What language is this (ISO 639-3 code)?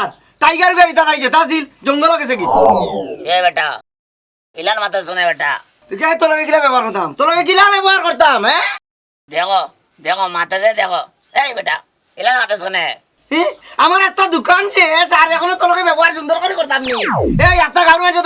syl